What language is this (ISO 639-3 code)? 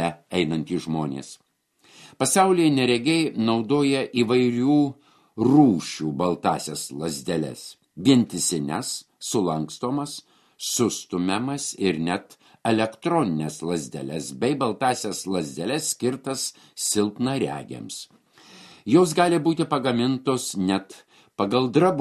lit